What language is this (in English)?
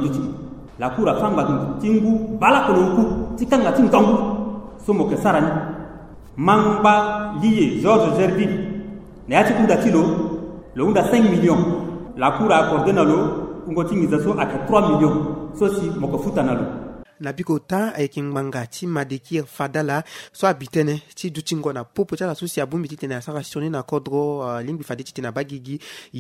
Sango